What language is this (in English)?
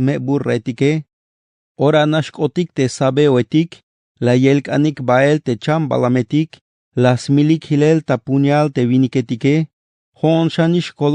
Tzeltal